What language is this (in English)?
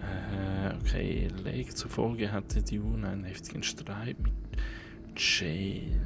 Swiss German